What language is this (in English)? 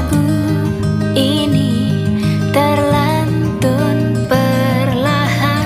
Indonesian